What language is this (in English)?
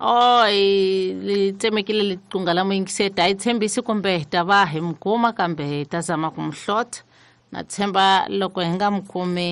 Tsonga